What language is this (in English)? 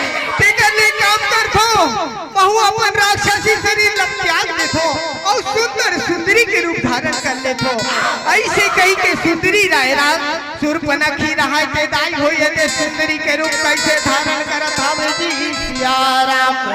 Chhattisgarhi